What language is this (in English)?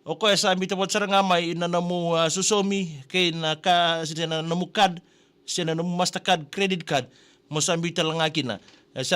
Fijian